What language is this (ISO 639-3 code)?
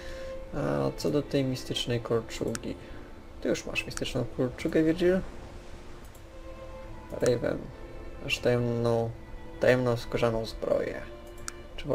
pol